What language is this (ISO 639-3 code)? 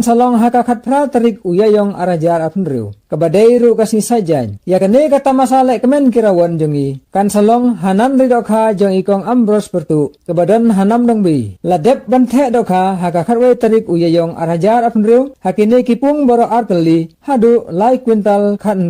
kha